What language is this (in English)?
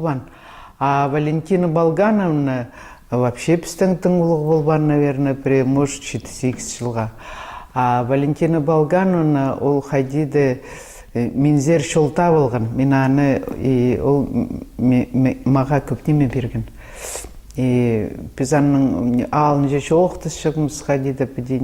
Khakas